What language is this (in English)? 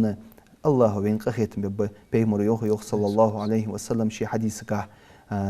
Ingush